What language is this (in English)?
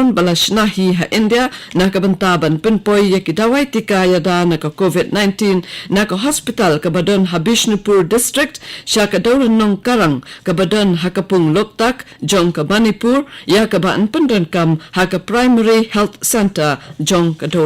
Khasi